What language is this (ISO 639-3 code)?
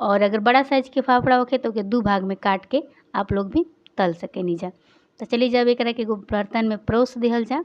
bho